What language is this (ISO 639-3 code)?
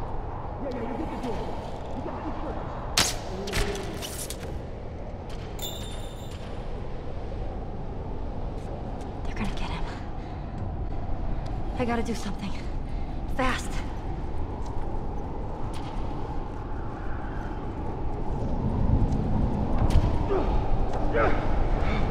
eng